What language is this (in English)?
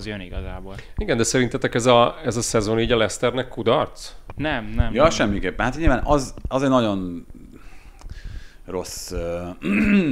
Hungarian